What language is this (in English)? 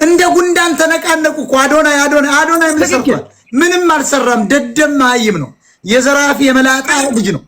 Amharic